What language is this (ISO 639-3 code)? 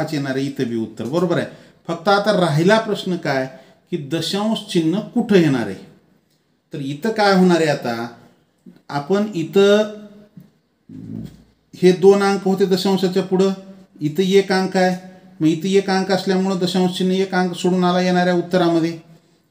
mar